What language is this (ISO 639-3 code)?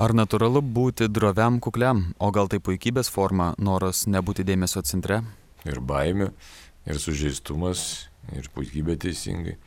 lit